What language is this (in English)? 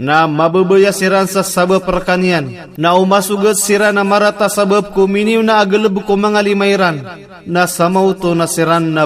Maranao